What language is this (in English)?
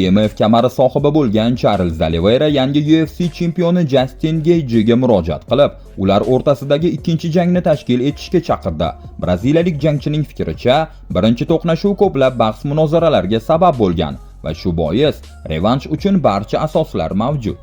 Uzbek